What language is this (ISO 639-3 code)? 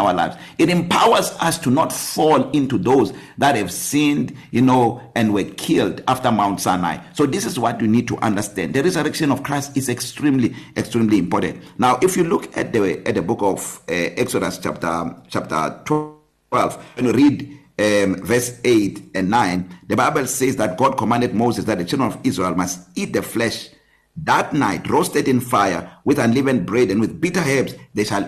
eng